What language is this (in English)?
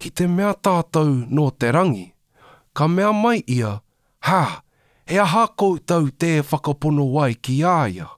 Māori